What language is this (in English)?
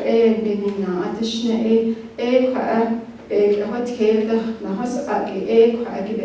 Navajo